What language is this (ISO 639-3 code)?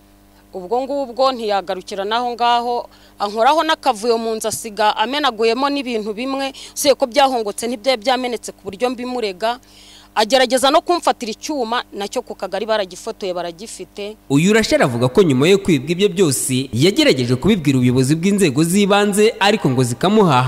kin